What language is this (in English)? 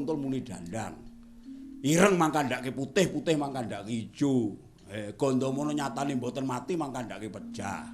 Javanese